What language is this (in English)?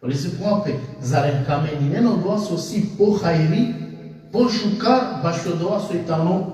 Balkan Romani